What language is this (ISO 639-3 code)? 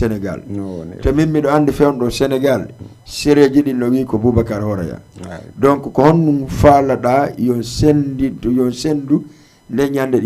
ful